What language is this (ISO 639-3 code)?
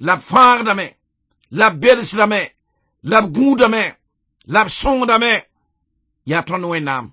mos